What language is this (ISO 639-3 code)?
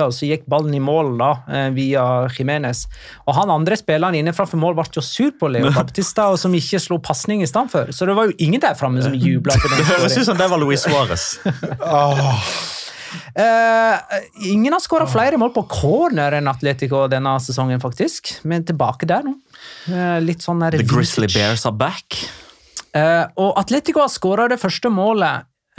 nor